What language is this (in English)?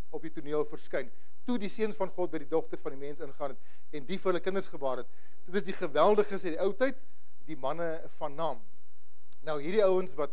Afrikaans